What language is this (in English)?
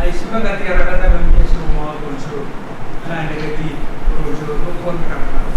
Pohnpeian